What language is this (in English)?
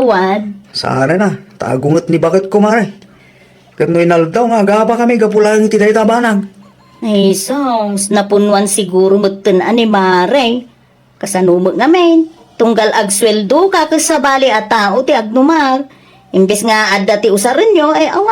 Iloko